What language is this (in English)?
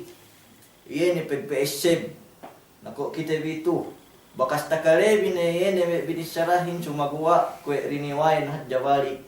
Yakan